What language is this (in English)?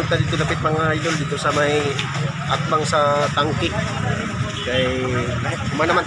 Cebuano